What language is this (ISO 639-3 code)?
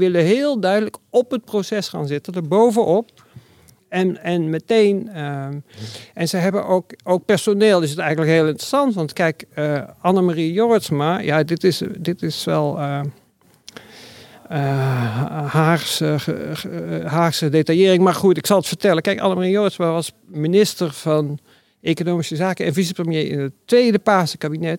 nld